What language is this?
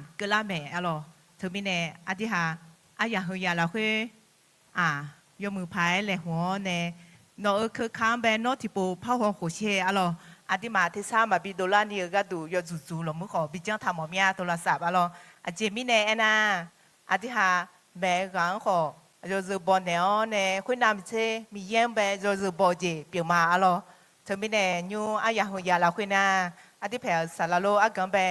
Akha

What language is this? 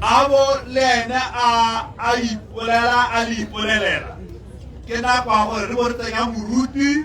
Tswana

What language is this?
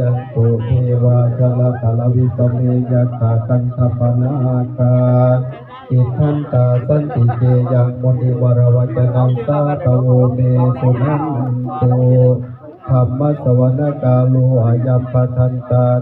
Lao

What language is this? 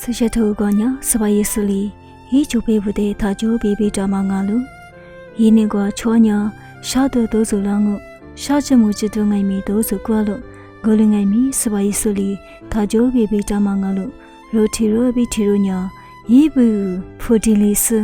Lisu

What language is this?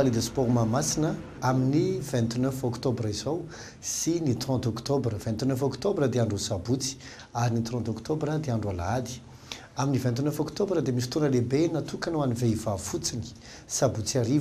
Malagasy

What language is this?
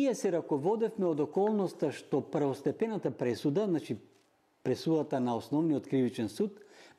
Macedonian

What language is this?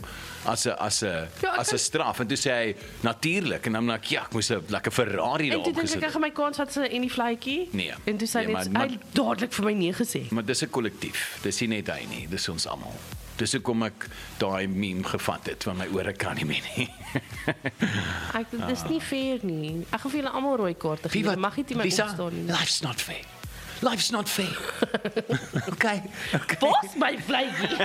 Afrikaans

